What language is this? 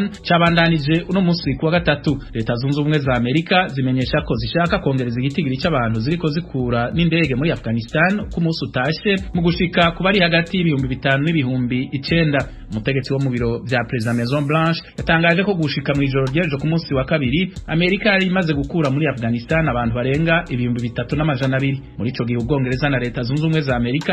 Rundi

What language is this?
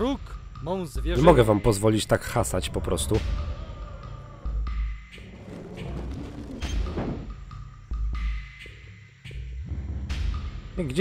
Polish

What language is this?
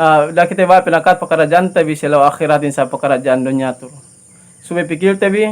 Yakan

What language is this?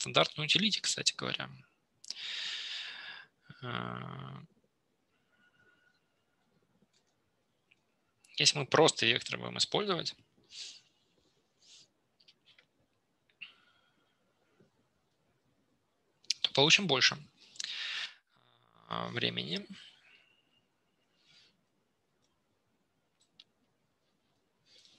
Russian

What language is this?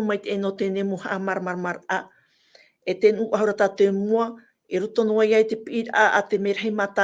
Tahitian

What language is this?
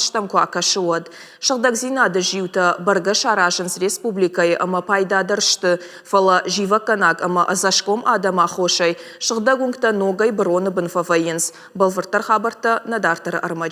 Ossetic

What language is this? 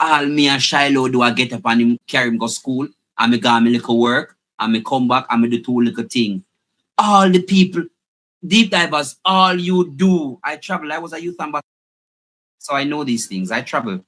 Jamaican Creole English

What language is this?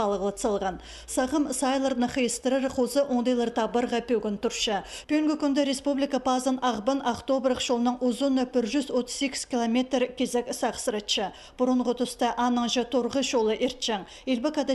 Khakas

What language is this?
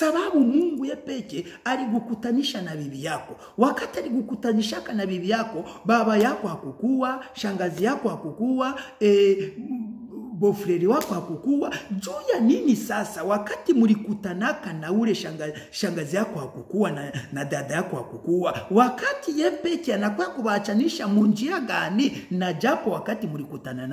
Swahili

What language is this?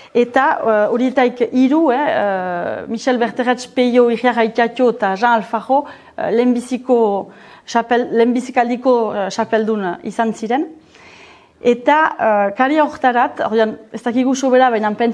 Basque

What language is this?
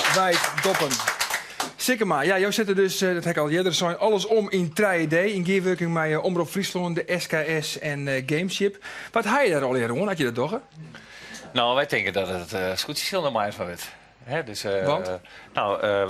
Western Frisian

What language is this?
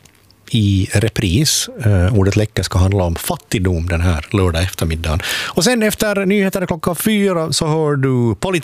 Swedish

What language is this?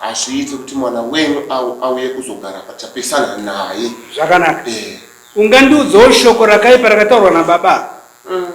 Shona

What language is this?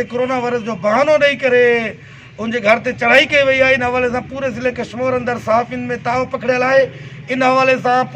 Sindhi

